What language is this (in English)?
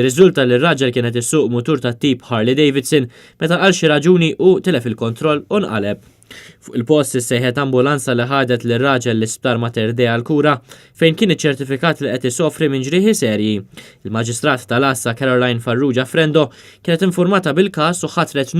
Maltese